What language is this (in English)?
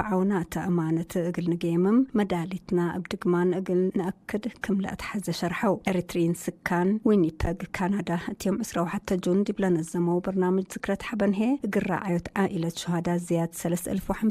Tigre